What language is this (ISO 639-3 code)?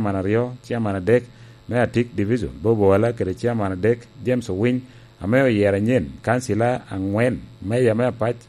laj